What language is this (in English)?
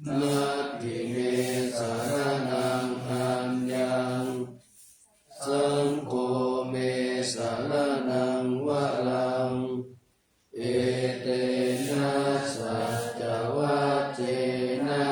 Pali